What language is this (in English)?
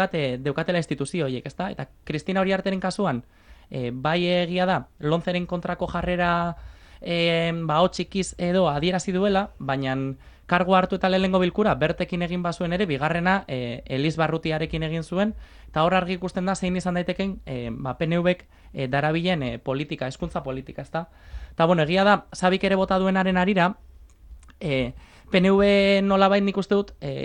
Basque